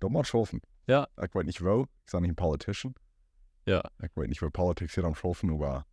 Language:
Plautdietsch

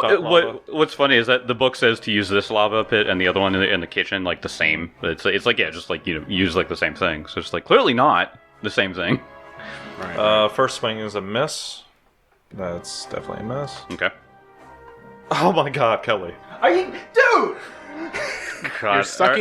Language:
English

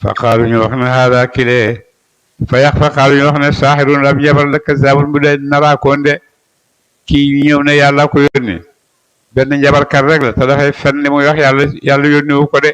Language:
Wolof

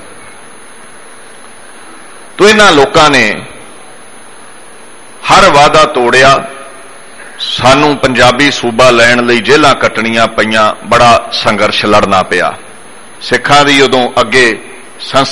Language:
Punjabi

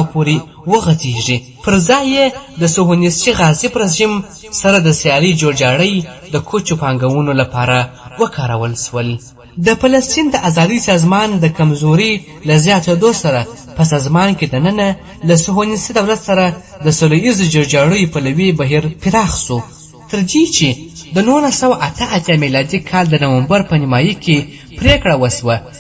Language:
Pashto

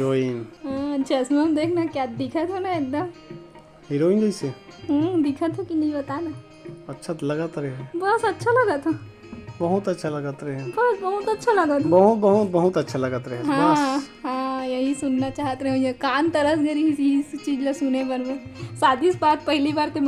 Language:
Chhattisgarhi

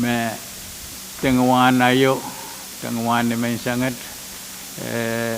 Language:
Pohnpeian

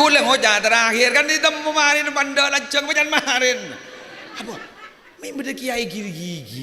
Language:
Madurese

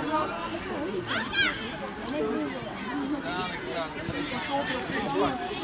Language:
Dutch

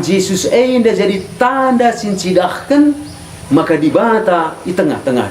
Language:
Batak Karo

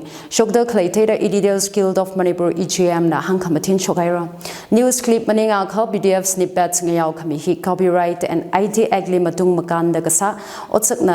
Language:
Tangkhul Naga (India)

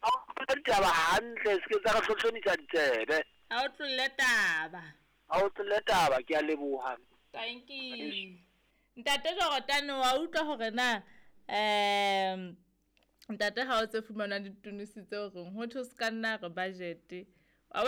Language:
Southern Sotho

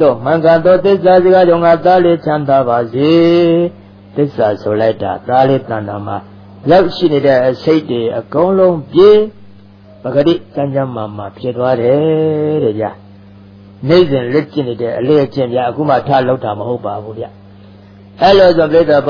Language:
Burmese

